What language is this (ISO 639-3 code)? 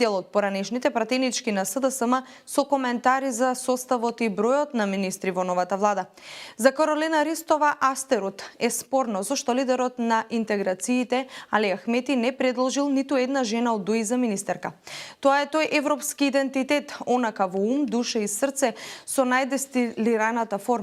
mkd